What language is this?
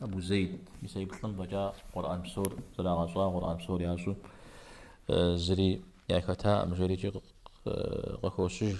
Kabardian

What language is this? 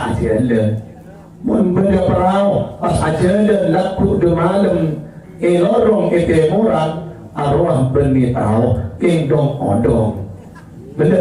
Madurese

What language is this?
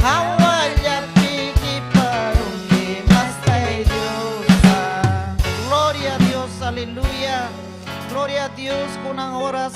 Ayacucho Quechua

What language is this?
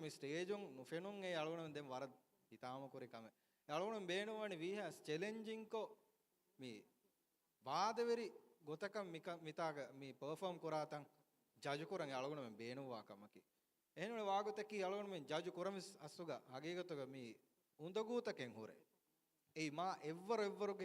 Divehi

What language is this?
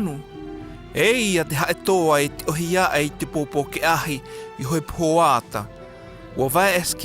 South Marquesan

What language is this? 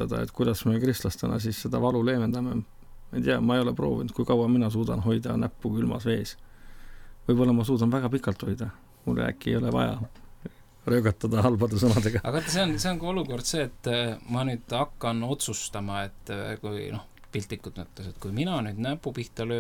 Estonian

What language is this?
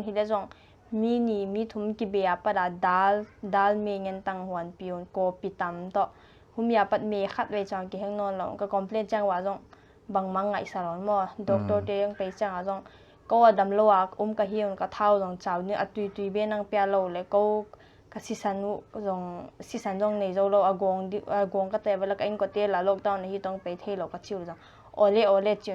Paite Chin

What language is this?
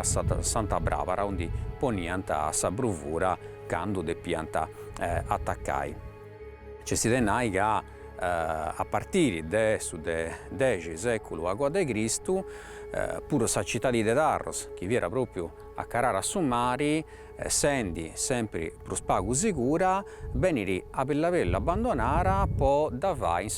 Sardinian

